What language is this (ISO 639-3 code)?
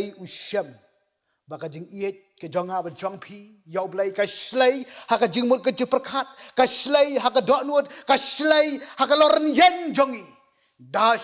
kha